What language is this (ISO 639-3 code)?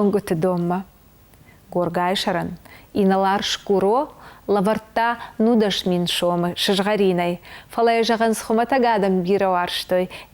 oss